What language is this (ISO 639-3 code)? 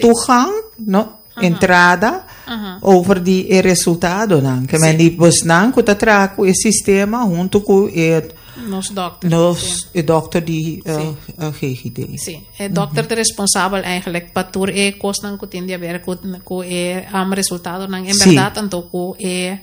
pap